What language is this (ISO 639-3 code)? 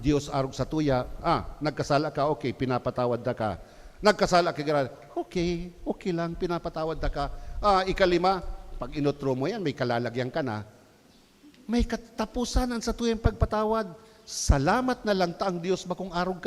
bik